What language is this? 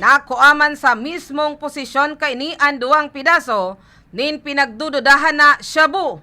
Bikol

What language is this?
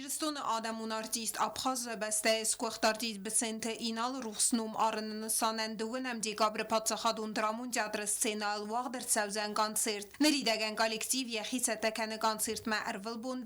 Ossetic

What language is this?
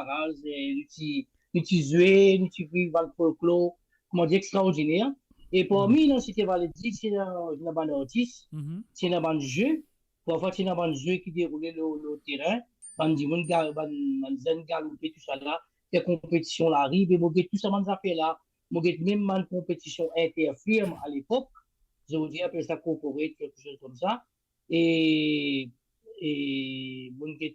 Morisyen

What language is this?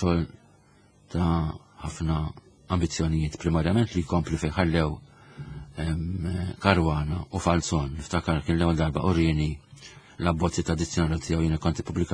Maltese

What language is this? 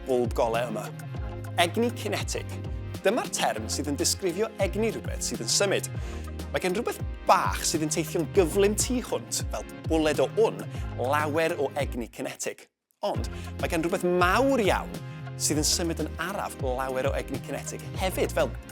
Welsh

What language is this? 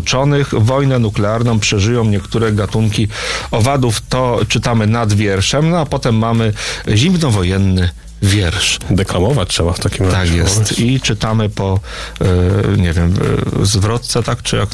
Polish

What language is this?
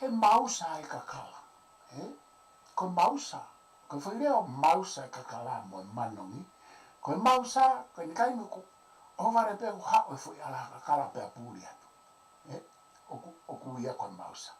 Tongan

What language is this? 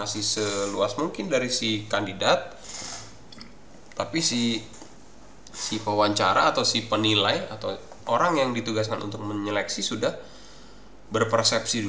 Indonesian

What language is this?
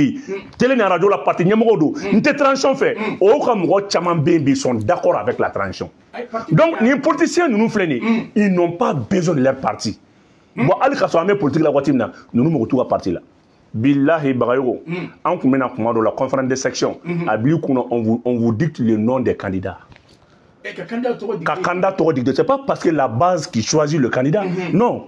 Bambara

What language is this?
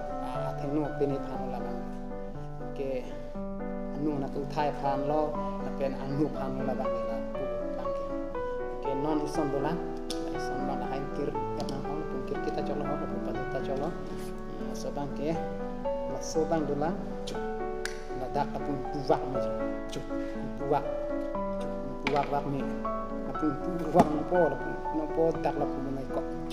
Karbi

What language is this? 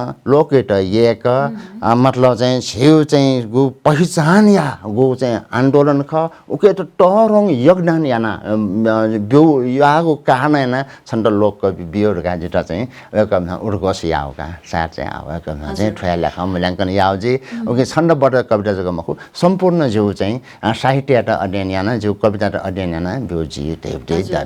Newari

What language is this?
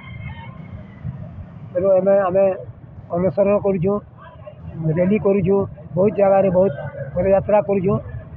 Odia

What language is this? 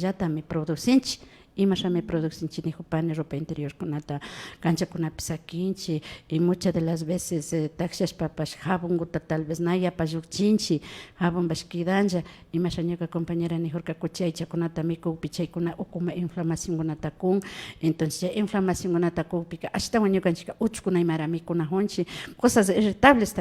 Imbabura Highland Quichua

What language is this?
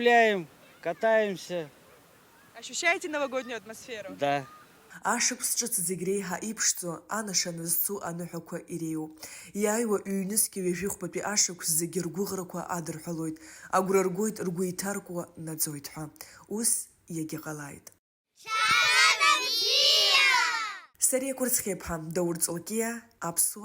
Abkhazian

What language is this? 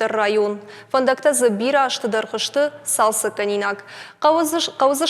Ossetic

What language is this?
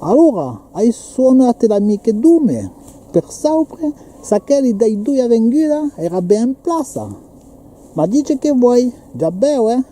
Occitan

